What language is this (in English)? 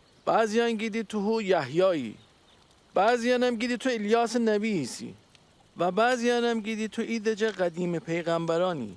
Gilaki